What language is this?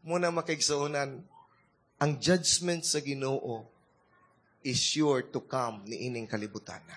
Cebuano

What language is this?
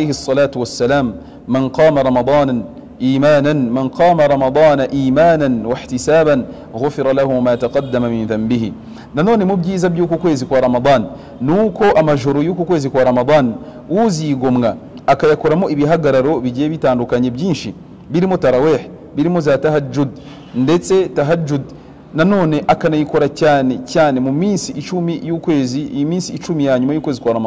Kinyarwanda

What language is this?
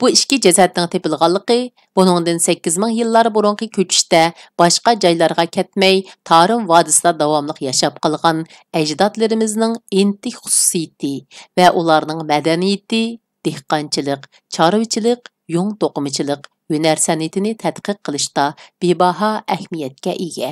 Uyghur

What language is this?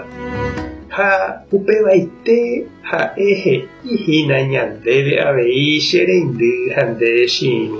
Guarani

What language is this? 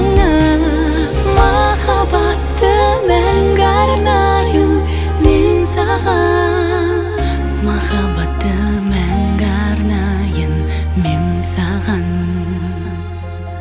Kazakh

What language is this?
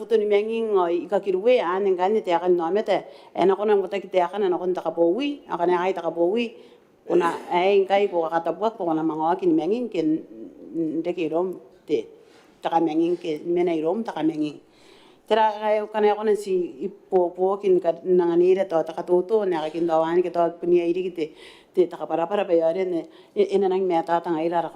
Gilbertese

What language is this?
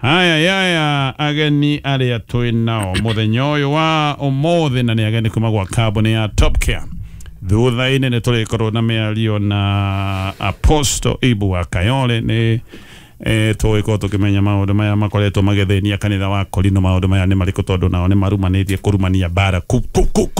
Kikuyu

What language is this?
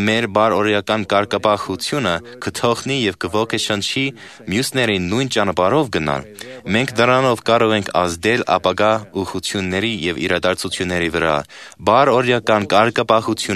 Armenian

